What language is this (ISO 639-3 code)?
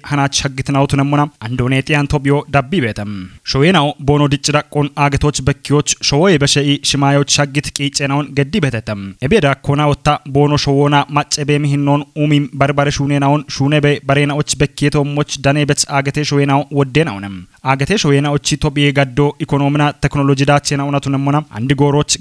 kbr